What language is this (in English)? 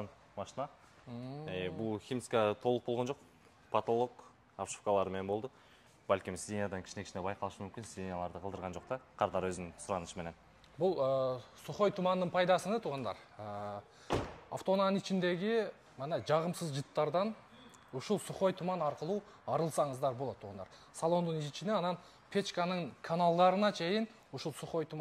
Kyrgyz